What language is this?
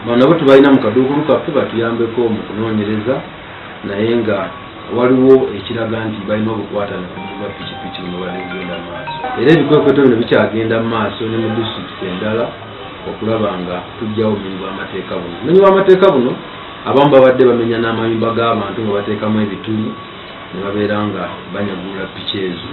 Ganda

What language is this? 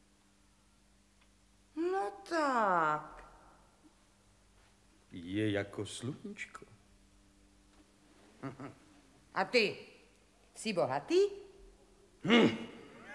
Czech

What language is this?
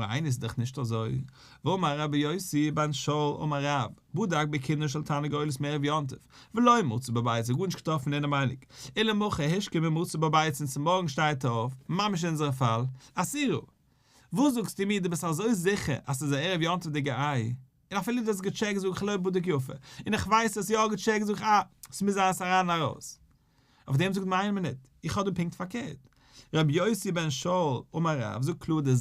Yiddish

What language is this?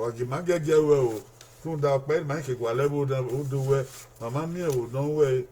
Bini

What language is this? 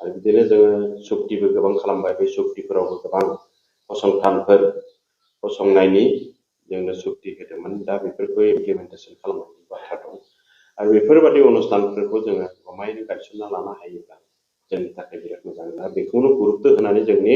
Bodo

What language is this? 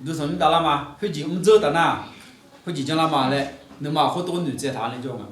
Akha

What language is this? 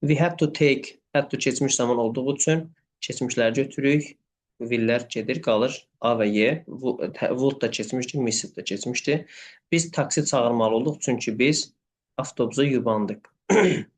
Azerbaijani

